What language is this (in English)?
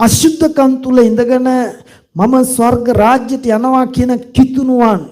Sinhala